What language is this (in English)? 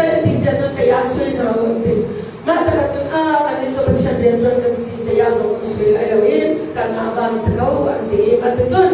Hakha Chin